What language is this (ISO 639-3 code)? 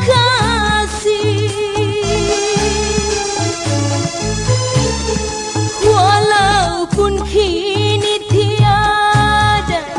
msa